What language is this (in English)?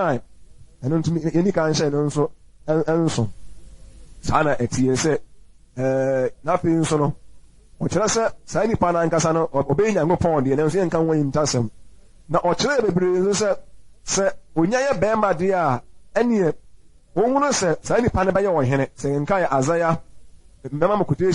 Akan